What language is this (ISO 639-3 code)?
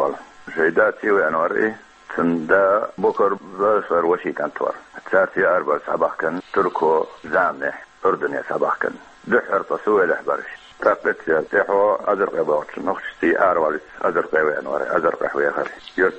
che